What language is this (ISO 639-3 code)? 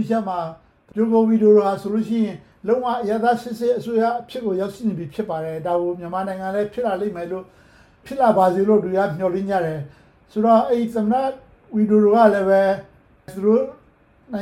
mya